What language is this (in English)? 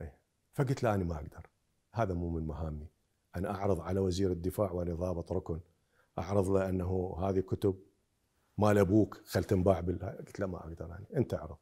Mesopotamian Arabic